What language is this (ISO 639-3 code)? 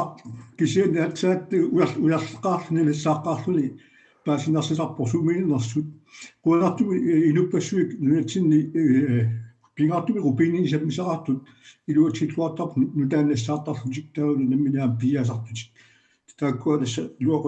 kal